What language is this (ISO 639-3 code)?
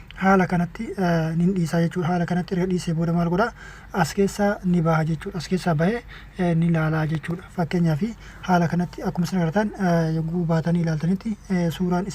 orm